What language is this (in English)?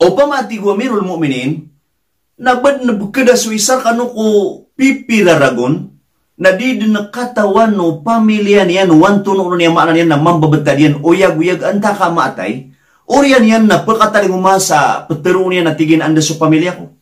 Maranao